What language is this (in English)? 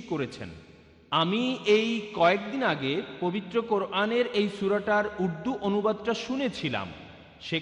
Bangla